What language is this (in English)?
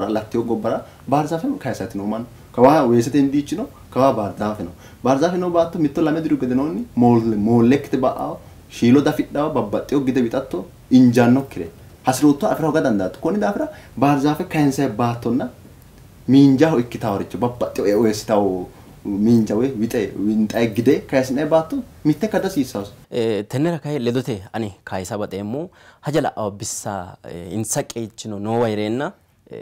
Sidamo